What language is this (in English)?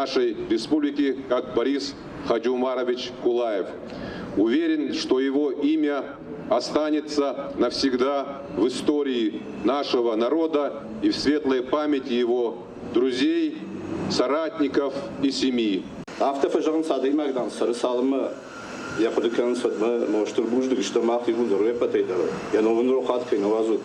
Ossetic